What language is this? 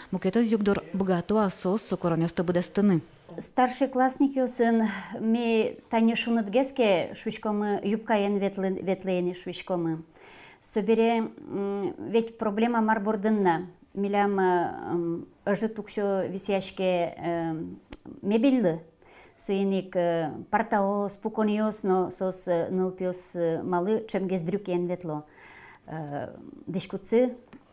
Udmurt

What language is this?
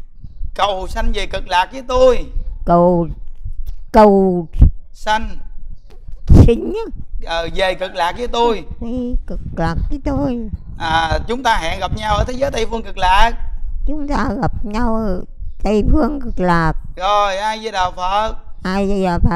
Vietnamese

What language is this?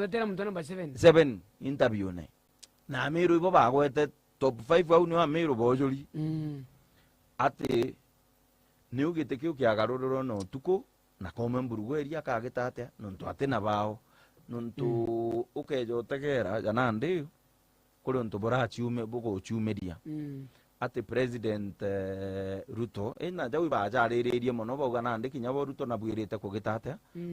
Meru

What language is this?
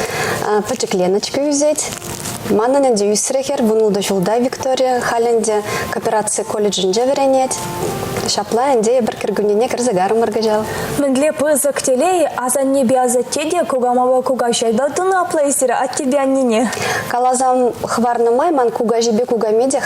Chuvash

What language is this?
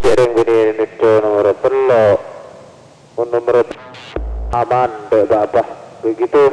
Madurese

